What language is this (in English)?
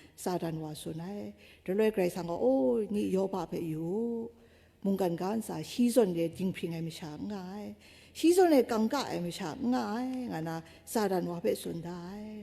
Kachin